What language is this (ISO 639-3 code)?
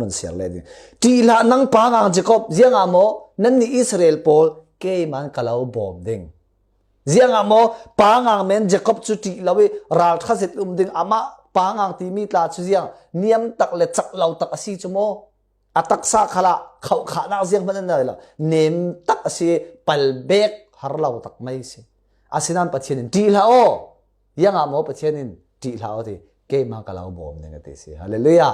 cfm